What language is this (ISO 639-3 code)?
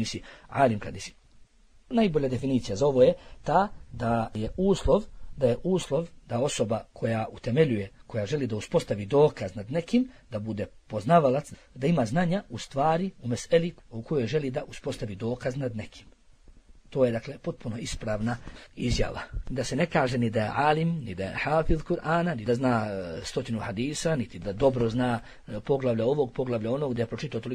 bos